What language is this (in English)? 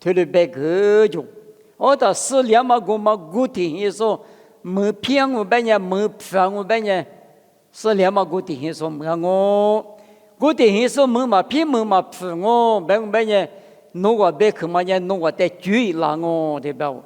Lisu